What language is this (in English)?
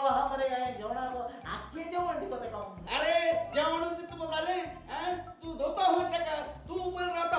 Konkani